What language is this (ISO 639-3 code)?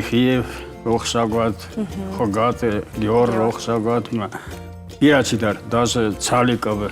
oss